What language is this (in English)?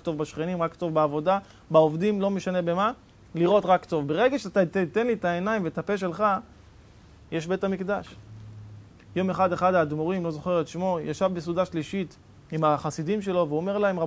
Hebrew